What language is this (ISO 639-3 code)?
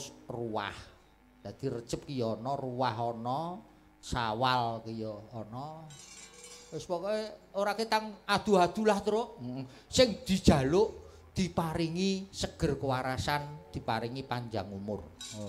jav